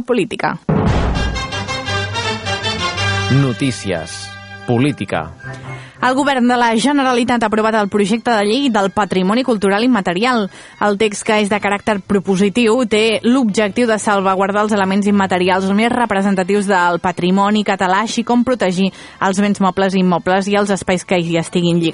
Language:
Catalan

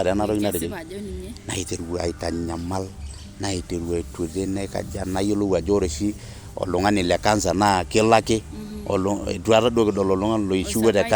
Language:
Masai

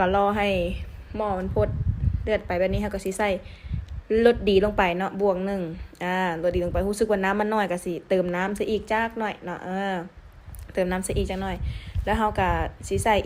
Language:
Lao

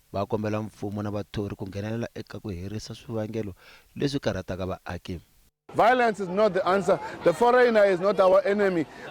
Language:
Tsonga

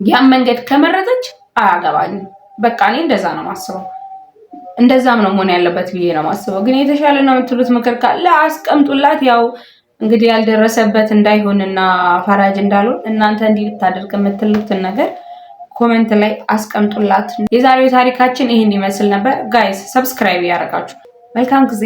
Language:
Amharic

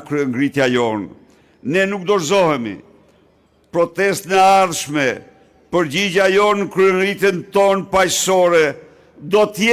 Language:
Albanian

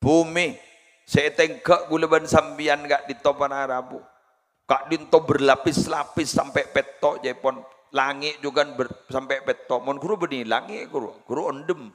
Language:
Madurese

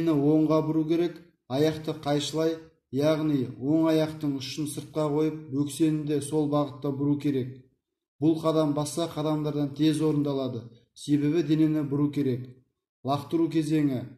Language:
Kazakh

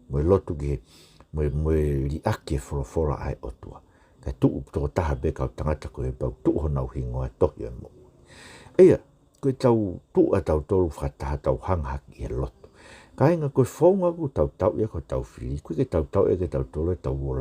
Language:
Tongan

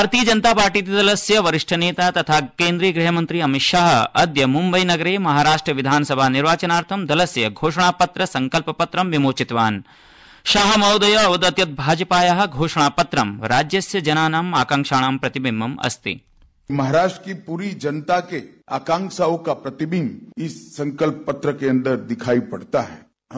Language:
Sanskrit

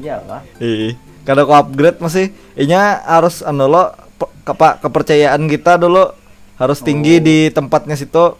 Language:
Banjar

